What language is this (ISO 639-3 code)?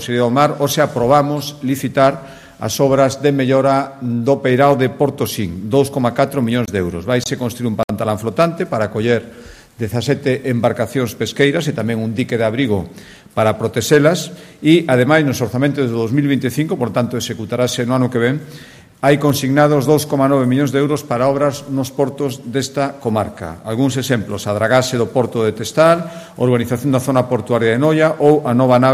glg